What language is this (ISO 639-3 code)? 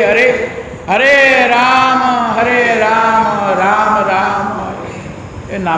ori